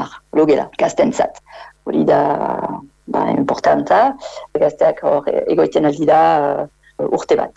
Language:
Basque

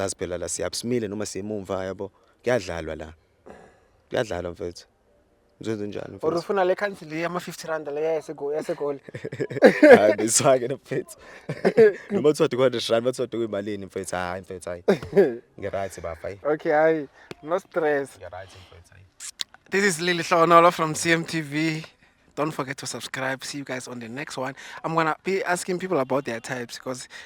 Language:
Zulu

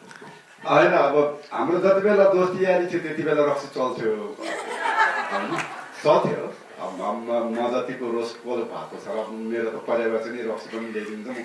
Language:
Nepali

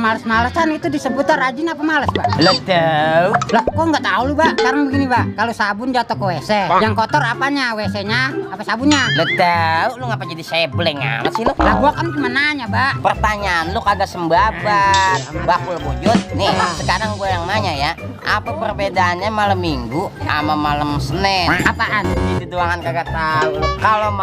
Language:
Betawi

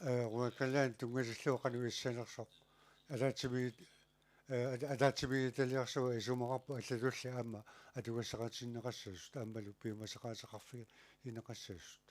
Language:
Kalaallisut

